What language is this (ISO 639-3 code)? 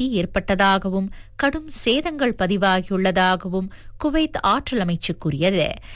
tam